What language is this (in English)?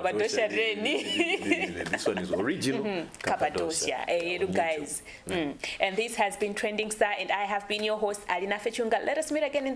Nyanja